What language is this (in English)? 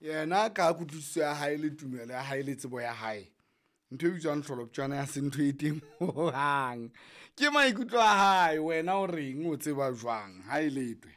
Southern Sotho